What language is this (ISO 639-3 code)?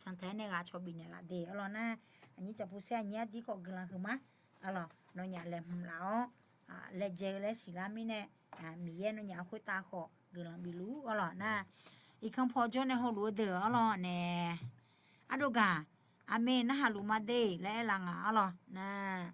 ahk